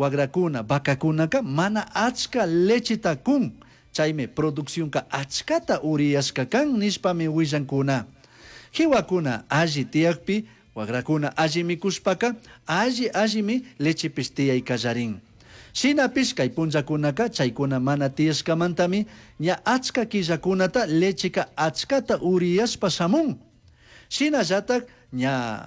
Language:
Chimborazo Highland Quichua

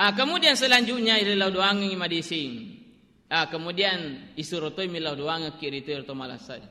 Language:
Buginese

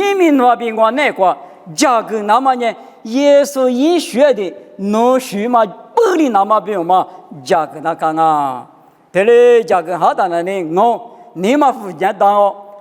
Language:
Lisu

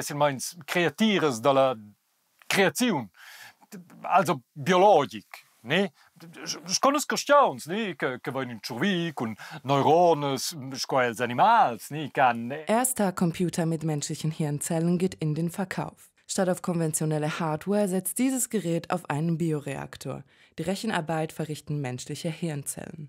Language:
Romansh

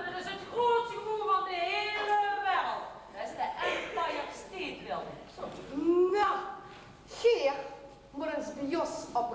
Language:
Limburgish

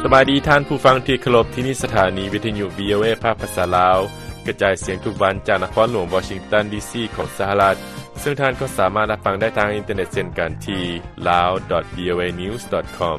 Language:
Lao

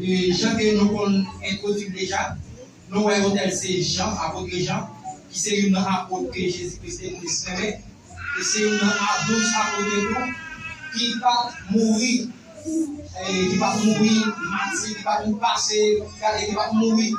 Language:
Haitian Creole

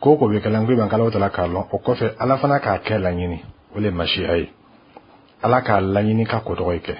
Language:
Bambara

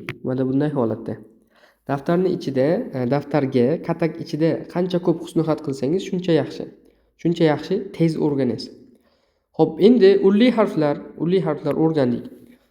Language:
Uzbek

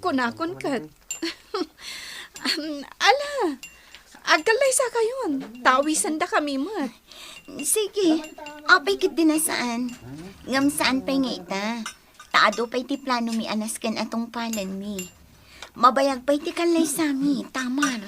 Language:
Iloko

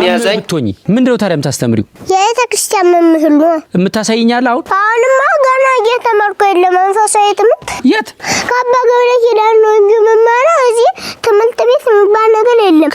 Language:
Amharic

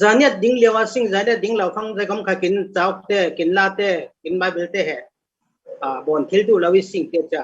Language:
Falam Chin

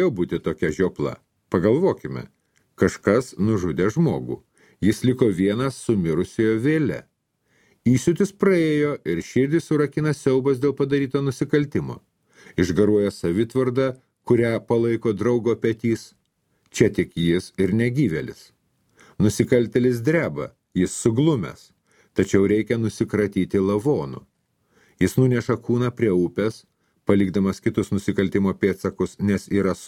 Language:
Lithuanian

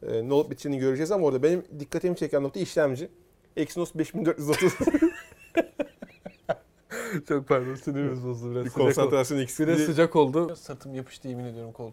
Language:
Turkish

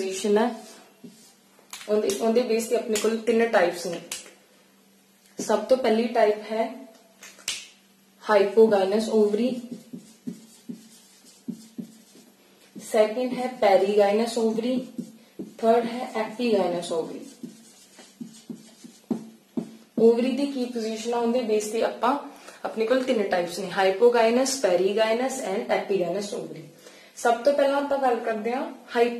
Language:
Punjabi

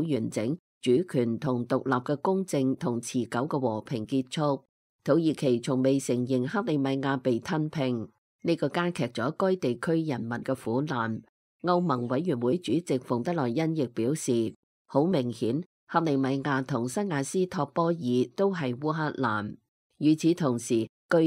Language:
Cantonese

